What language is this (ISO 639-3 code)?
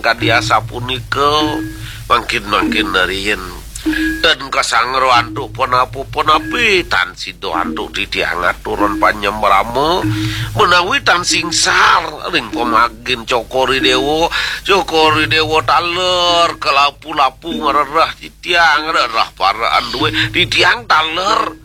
ban